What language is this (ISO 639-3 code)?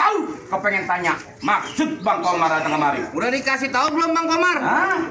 bew